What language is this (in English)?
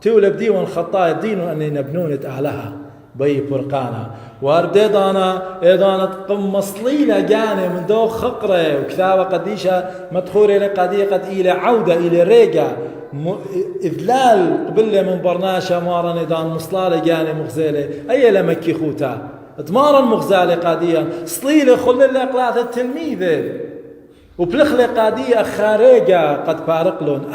Assyrian Neo-Aramaic